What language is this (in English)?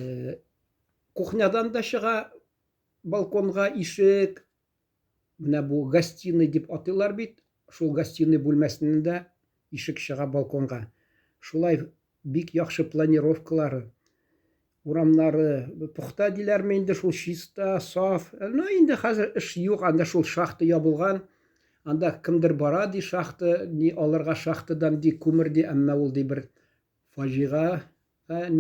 Tatar